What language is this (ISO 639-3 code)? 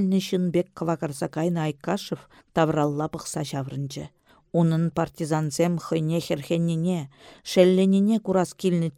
chv